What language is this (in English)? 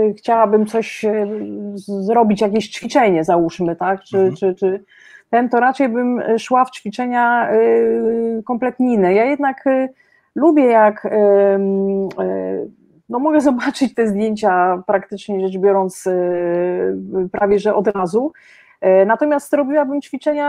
Polish